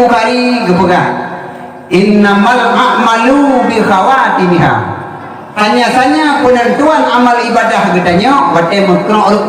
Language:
Achinese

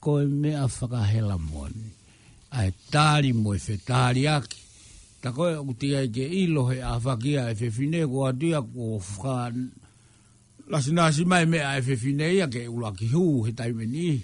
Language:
Tongan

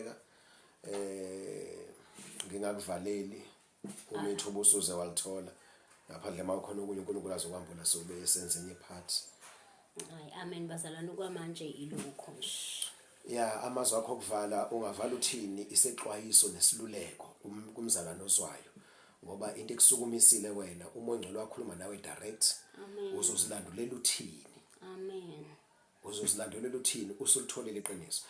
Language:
Zulu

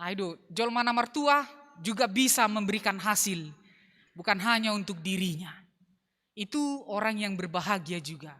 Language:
Batak Simalungun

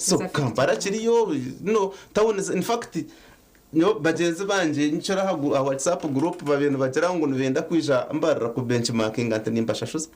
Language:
Nyankole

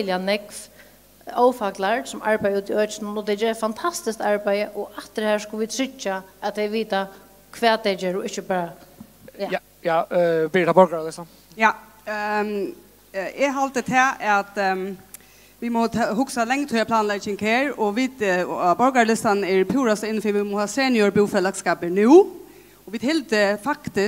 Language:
Faroese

